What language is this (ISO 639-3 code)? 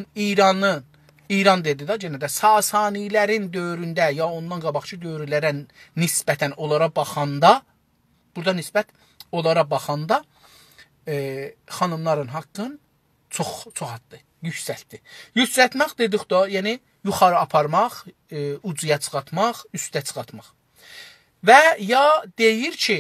azb